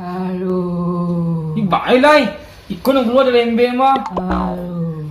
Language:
Minangkabau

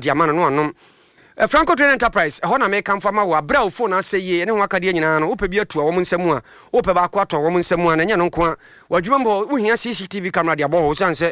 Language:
Akan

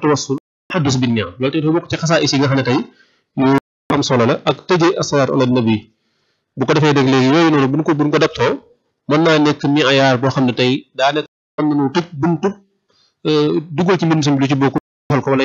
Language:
Wolof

